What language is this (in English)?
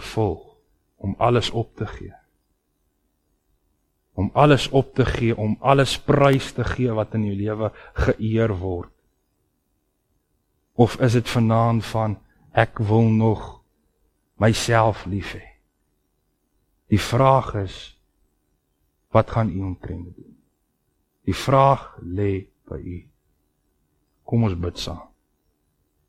Afrikaans